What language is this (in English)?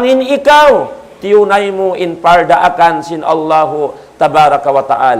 Tausug